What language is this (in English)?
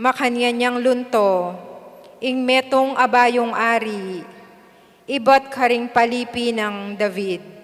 Pampanga